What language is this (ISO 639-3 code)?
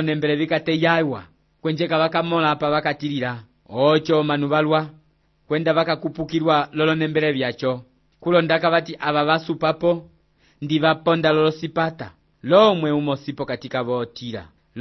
umb